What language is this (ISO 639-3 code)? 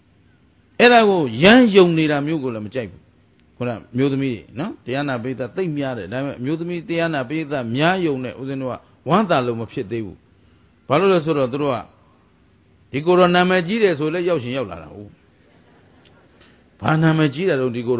mya